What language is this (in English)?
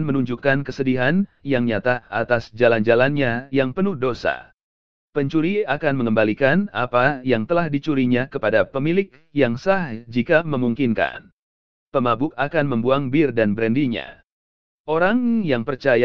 Indonesian